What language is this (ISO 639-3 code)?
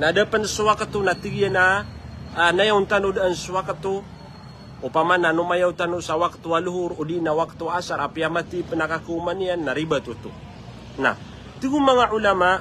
mrw